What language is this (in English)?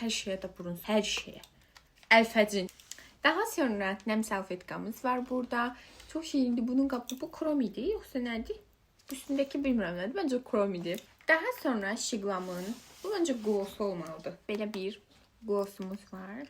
Azerbaijani